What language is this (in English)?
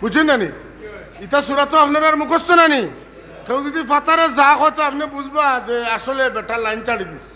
Sylheti